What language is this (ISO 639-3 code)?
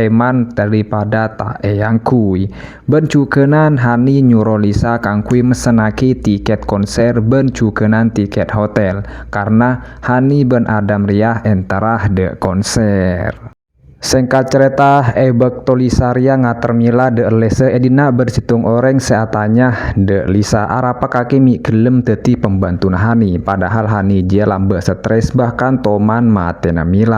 mad